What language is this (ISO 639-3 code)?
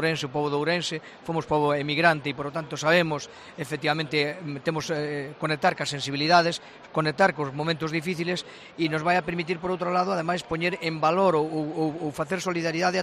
glg